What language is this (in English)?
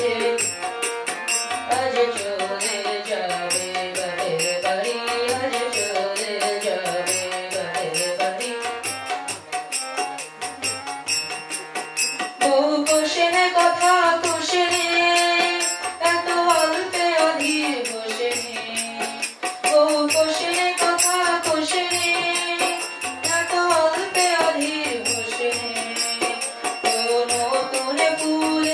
Bangla